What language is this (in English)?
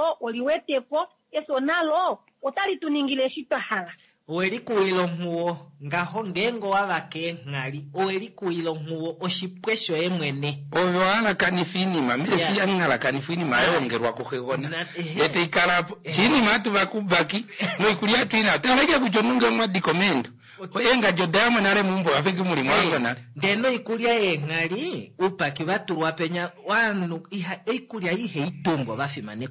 Kuanyama